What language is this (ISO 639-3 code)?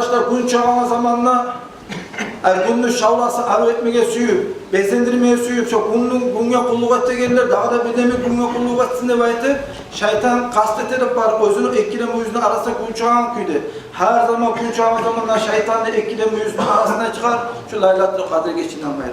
kum